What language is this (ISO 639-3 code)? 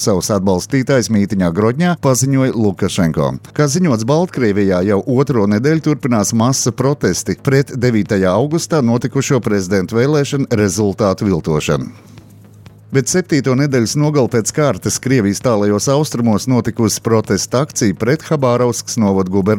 lav